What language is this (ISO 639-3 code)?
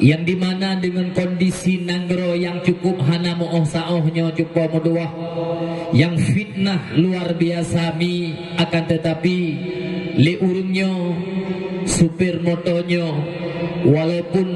ace